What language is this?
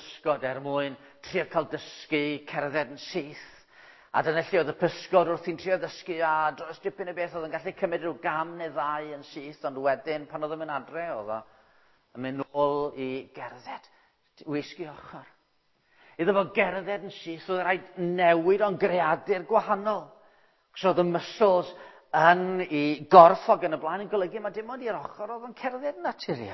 Welsh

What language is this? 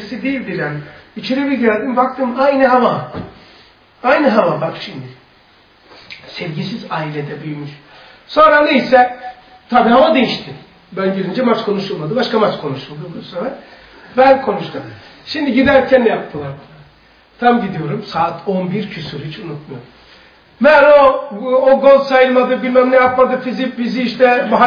Turkish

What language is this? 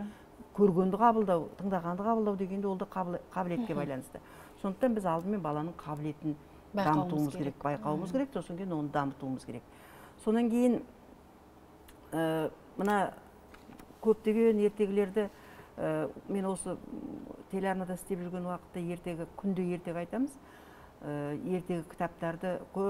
Kazakh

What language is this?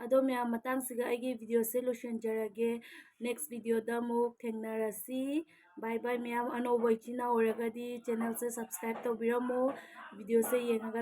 Manipuri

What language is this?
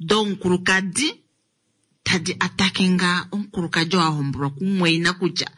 Kuanyama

